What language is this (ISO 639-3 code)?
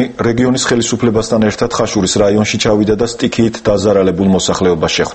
kat